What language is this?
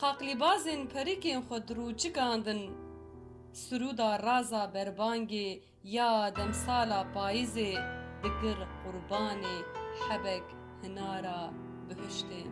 Kurdish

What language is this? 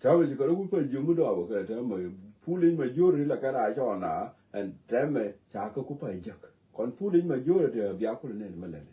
Nuer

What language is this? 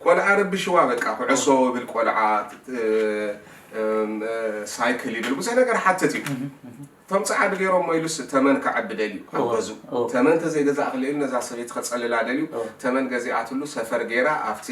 Tigrinya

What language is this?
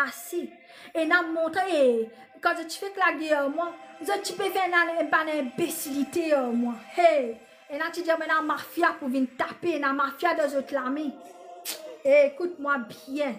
Morisyen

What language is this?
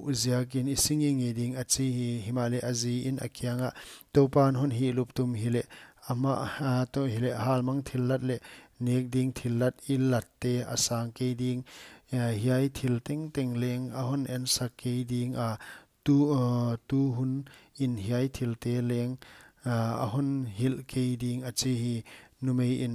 Paite Chin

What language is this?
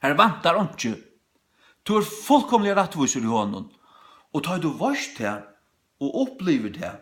Faroese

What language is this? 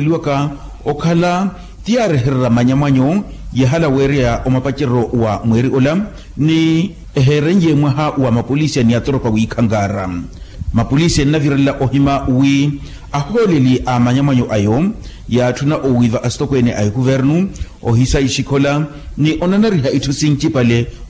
Makhuwa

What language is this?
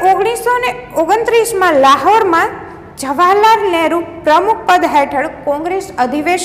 Gujarati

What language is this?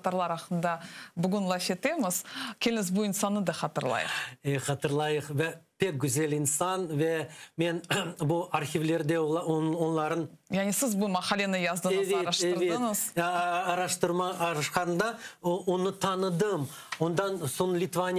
Crimean Tatar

